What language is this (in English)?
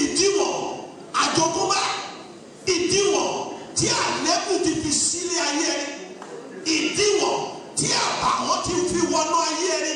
Yoruba